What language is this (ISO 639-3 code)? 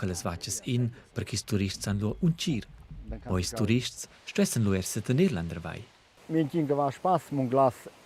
roh